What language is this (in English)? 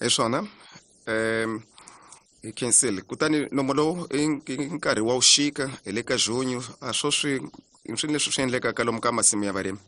Tsonga